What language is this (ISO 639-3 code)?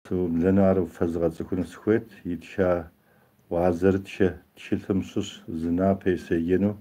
kbd